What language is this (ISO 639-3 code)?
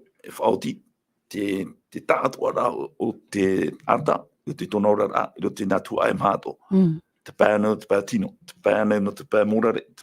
tah